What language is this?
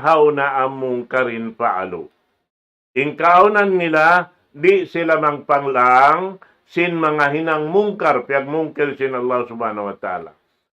Tausug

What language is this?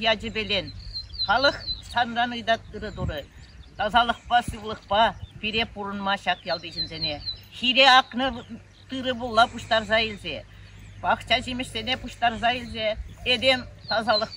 Chuvash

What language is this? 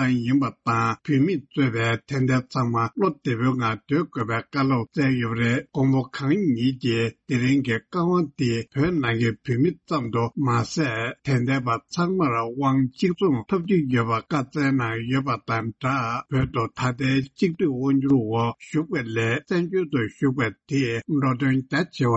Tibetan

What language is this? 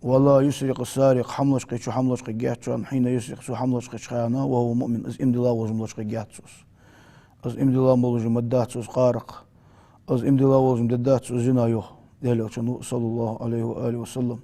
Ingush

